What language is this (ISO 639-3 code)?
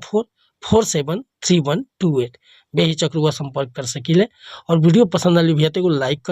bho